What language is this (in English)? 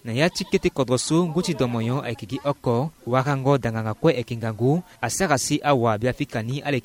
Sango